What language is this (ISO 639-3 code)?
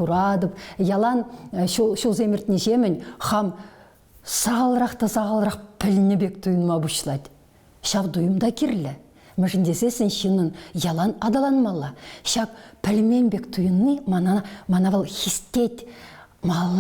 chv